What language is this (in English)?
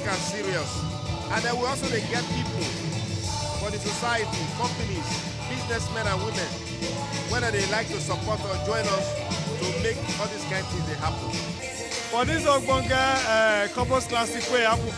Nigerian Pidgin